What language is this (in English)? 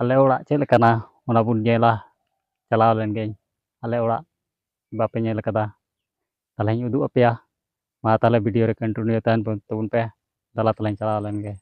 Santali